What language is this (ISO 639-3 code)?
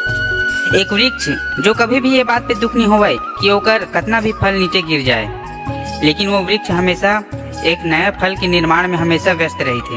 hne